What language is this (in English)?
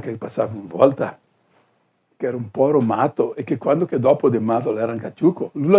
Venetian